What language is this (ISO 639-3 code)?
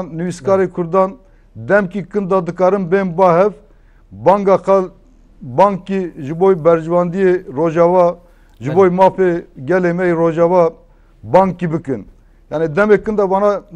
kur